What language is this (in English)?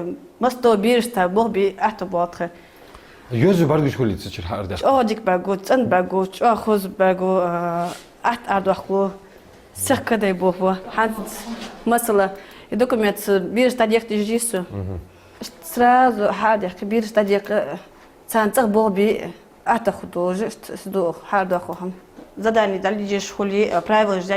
Ingush